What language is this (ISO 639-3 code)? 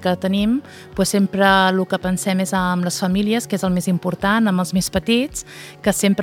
cat